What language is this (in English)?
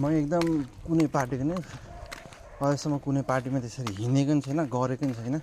Nepali